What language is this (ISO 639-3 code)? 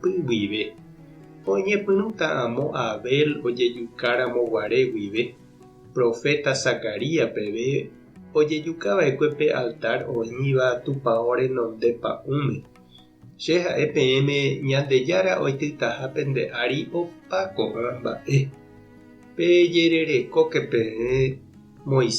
grn